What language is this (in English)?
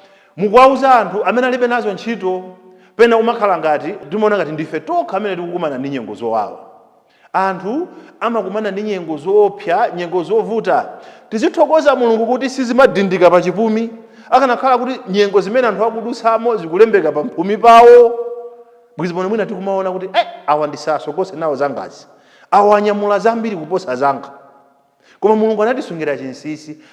Nyanja